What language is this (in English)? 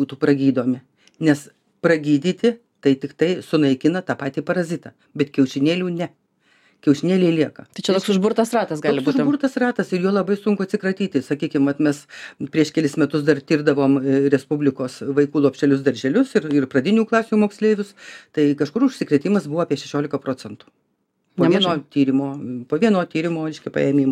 Lithuanian